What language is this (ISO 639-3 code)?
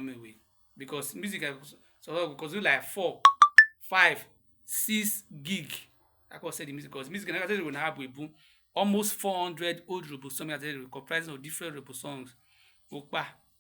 urh